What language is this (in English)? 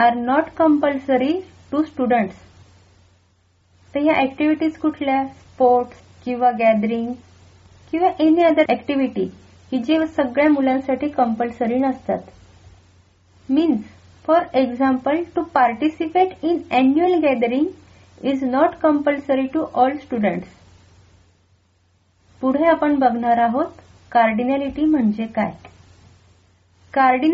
Marathi